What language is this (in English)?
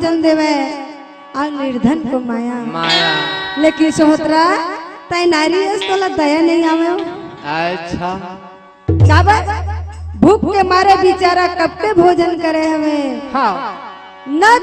Chhattisgarhi